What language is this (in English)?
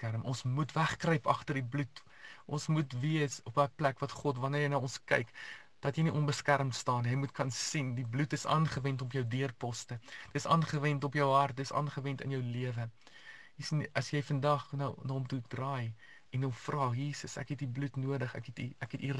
Afrikaans